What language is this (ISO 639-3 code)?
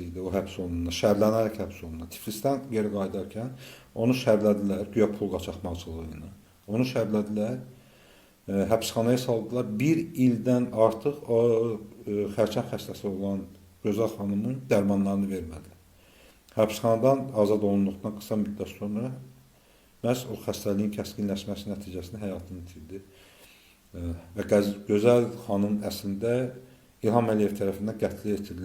aze